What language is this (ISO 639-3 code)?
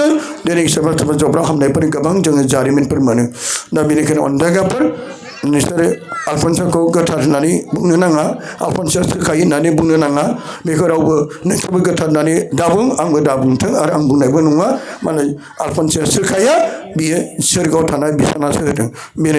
brx